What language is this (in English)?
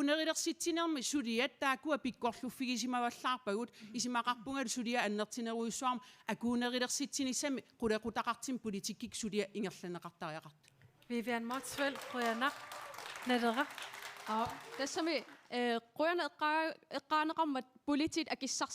Kalaallisut